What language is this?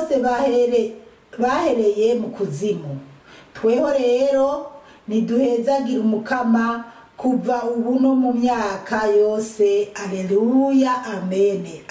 Rundi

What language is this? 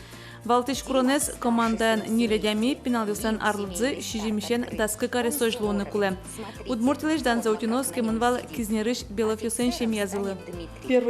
Udmurt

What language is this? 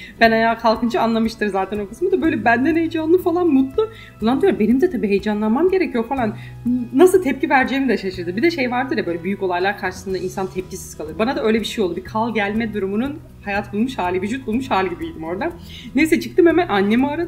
Turkish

